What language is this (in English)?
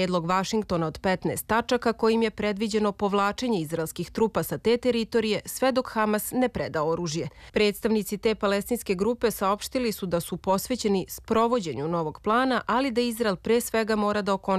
Serbian